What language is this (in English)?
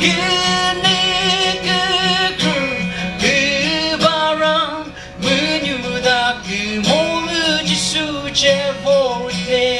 Chokri Naga